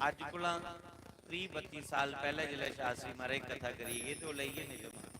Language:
Dogri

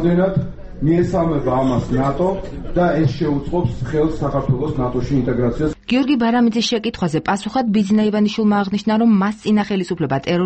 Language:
Georgian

